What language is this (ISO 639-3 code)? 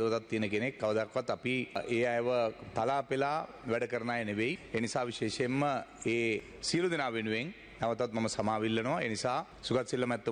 sin